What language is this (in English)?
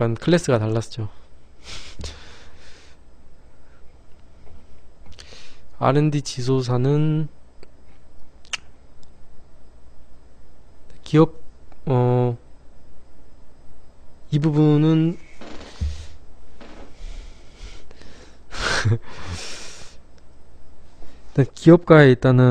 Korean